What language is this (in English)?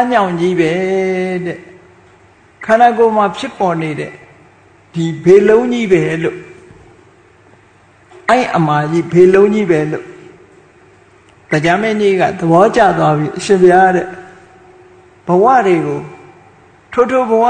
Burmese